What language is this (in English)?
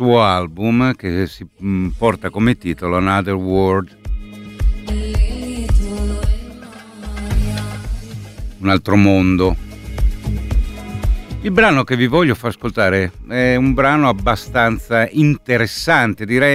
Italian